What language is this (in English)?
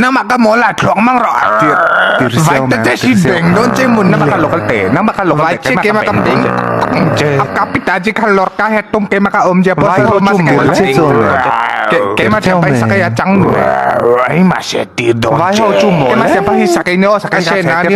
Mizo